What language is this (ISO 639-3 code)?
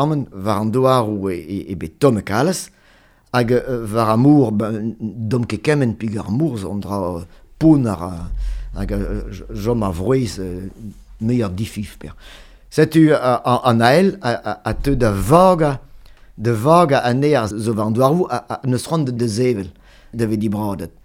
bre